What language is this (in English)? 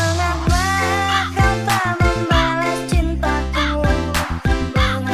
Sundanese